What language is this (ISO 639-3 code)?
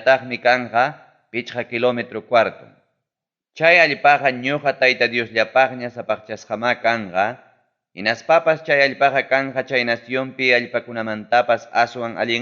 quy